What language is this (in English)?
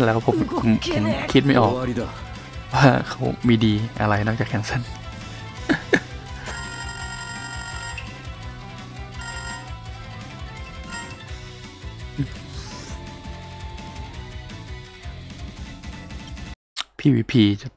Thai